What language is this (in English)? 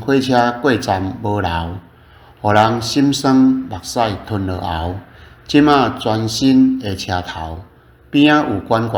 Min Nan Chinese